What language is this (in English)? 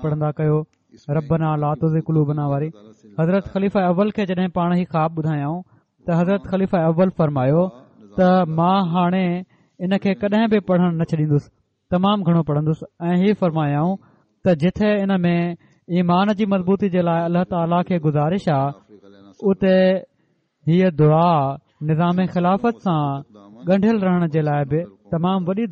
Sindhi